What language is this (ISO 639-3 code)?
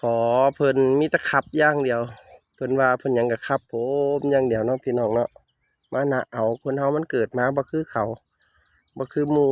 tts